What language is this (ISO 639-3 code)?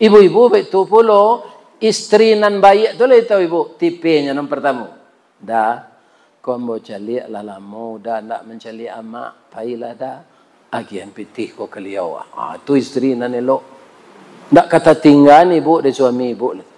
min